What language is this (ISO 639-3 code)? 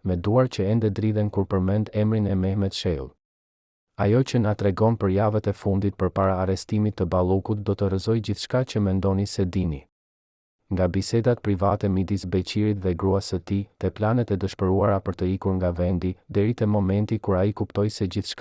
sqi